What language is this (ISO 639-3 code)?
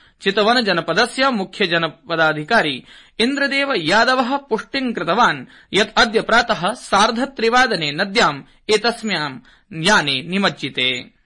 san